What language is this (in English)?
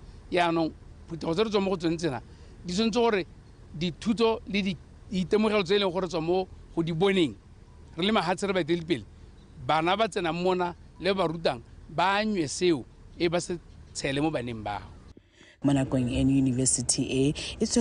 Tswana